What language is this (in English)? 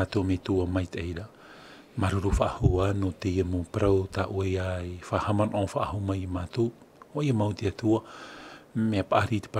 Tahitian